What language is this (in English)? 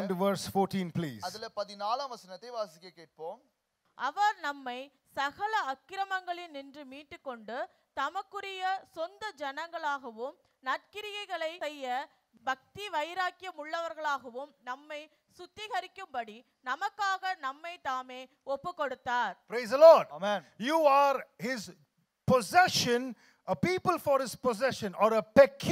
Tamil